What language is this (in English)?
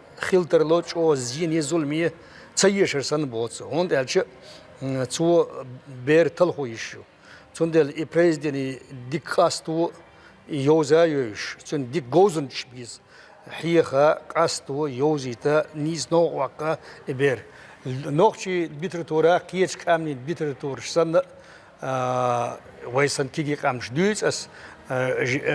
Chechen